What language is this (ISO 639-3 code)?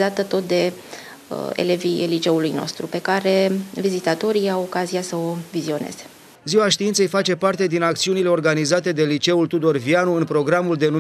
ron